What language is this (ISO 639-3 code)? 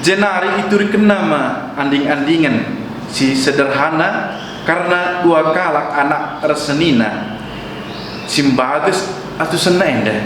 btx